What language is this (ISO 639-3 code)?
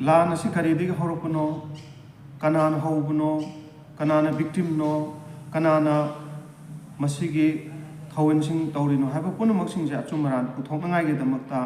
mni